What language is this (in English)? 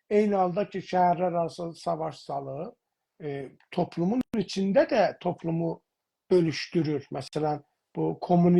South Azerbaijani